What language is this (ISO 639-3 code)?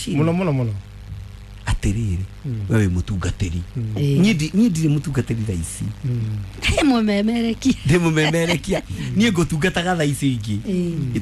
kik